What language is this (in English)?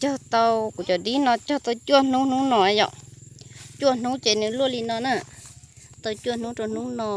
Hmong